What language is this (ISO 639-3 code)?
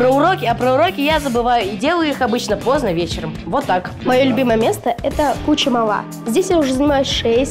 rus